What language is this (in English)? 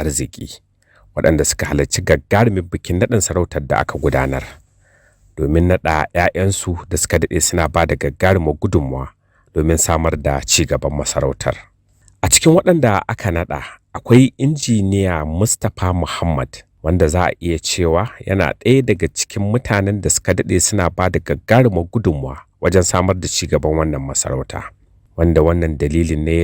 Hausa